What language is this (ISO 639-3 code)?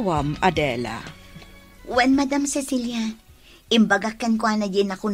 ilo